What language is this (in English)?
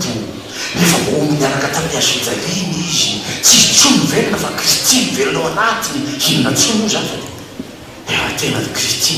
Malagasy